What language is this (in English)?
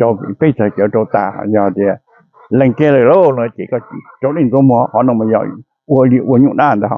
Hmong